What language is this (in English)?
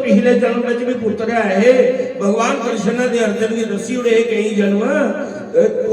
Dogri